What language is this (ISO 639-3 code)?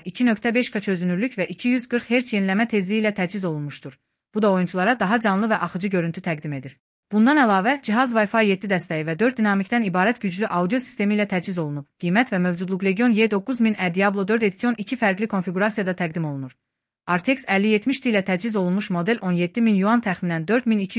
aze